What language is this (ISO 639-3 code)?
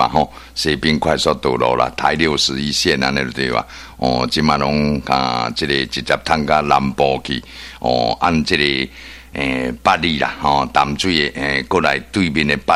nan